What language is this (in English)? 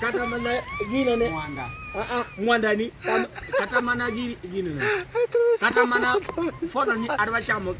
Luo (Kenya and Tanzania)